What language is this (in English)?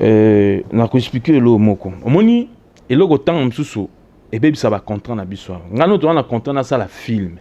Lingala